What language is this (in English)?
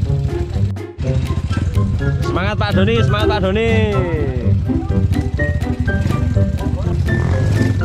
Indonesian